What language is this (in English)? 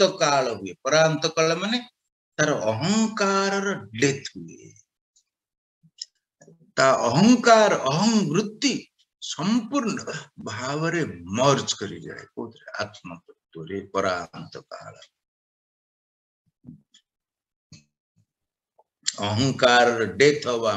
Odia